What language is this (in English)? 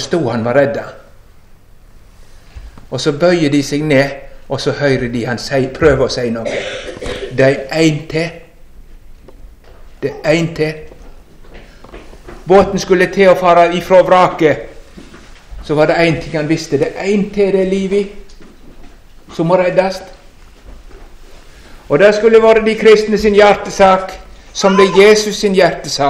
Norwegian